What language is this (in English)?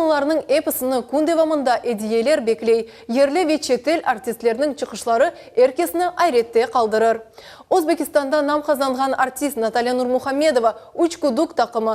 Crimean Tatar